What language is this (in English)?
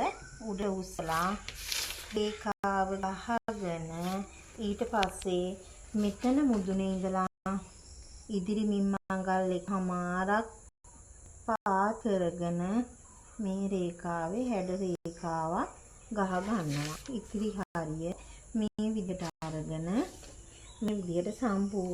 Sinhala